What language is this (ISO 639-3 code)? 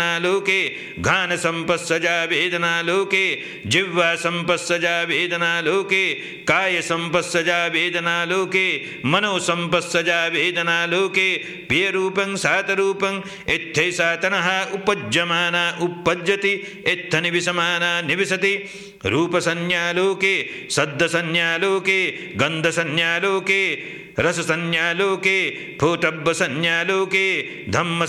pli